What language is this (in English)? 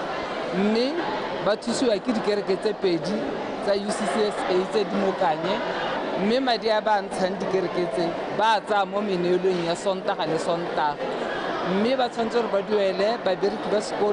Tswana